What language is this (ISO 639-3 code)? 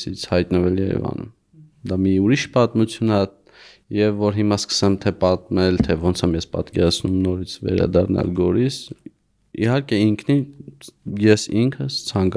hye